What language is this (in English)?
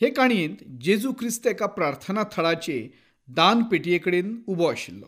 Konkani